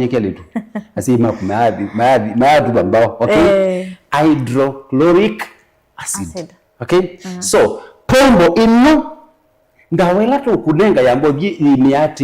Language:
Kamba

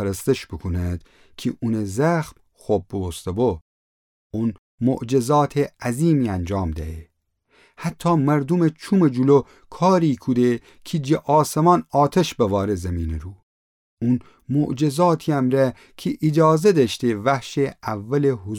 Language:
Gilaki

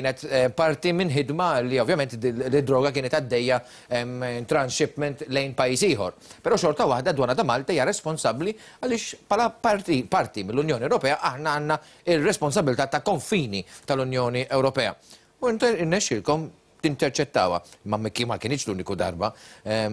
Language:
Maltese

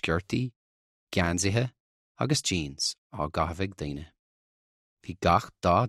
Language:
Irish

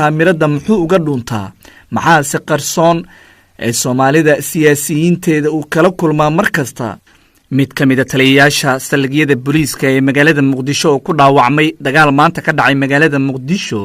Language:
Somali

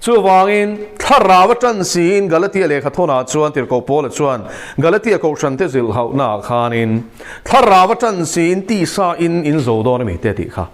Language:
Mizo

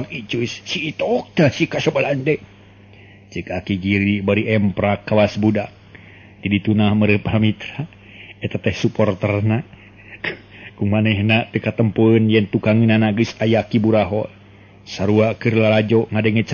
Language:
Sundanese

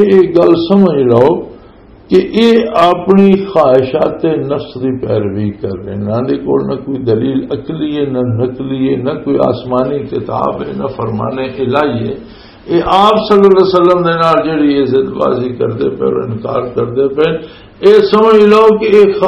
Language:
Western Panjabi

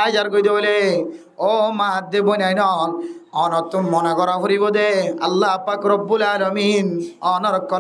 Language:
Rohingya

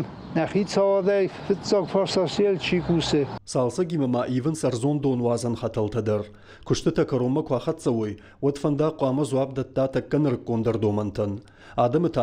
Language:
Ossetic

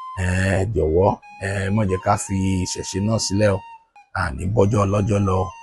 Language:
Yoruba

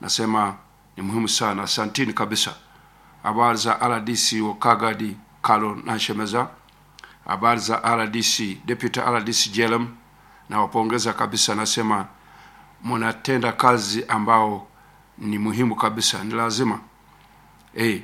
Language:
Nyoro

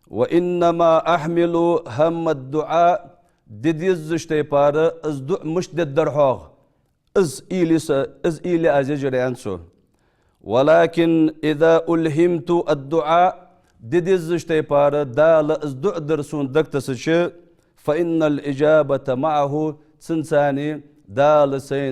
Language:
Ingush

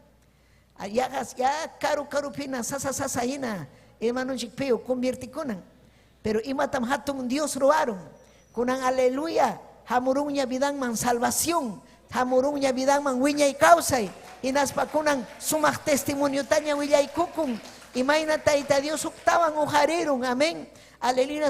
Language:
Ayacucho Quechua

